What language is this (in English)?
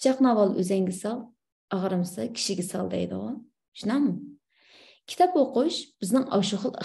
Uyghur